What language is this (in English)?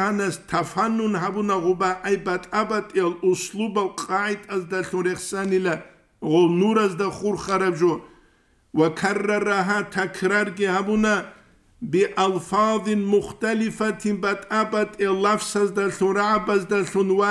Avaric